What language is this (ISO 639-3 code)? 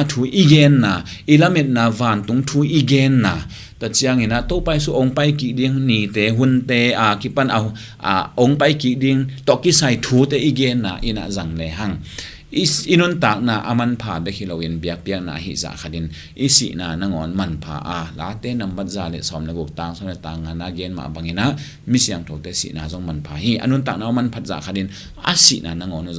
ctd